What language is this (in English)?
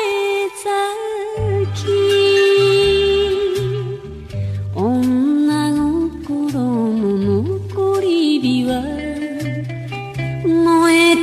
Japanese